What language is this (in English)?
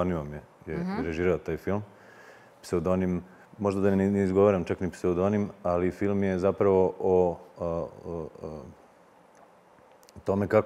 Serbian